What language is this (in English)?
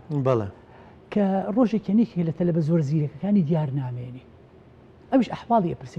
Central Kurdish